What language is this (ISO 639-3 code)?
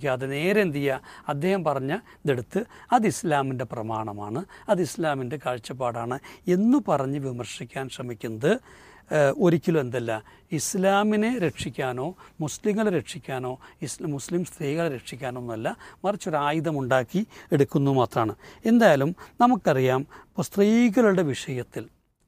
mal